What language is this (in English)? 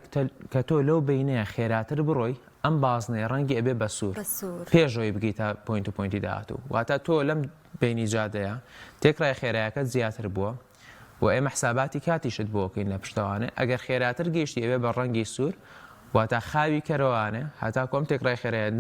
Central Kurdish